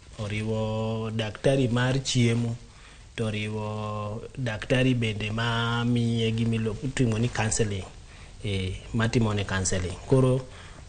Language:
Luo (Kenya and Tanzania)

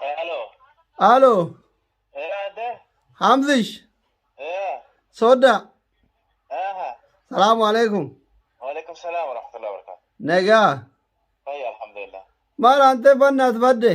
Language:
Oromo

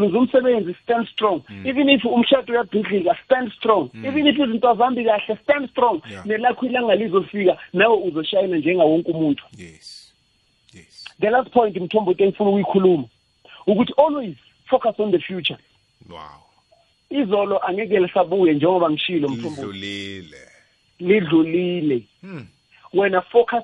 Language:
South Ndebele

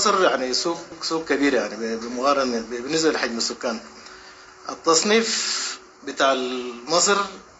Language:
Sudanese Arabic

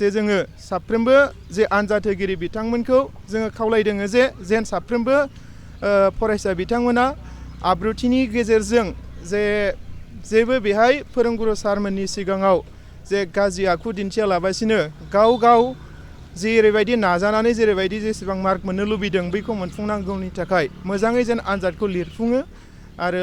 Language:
Bodo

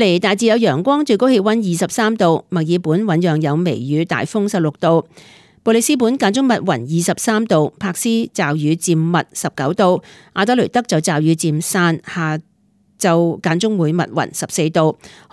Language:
Cantonese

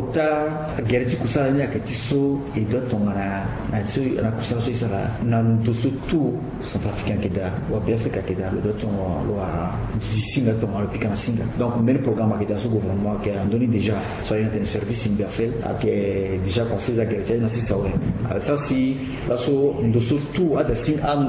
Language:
Sango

